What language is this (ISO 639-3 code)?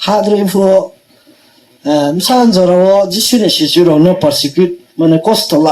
ria